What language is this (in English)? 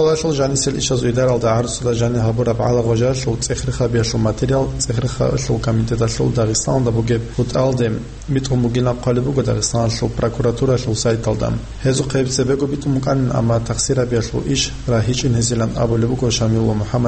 Avaric